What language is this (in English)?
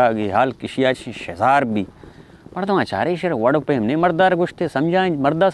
Baluchi